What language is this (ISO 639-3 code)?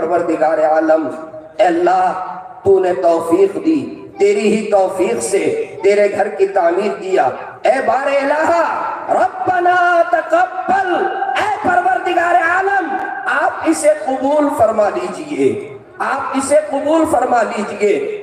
urd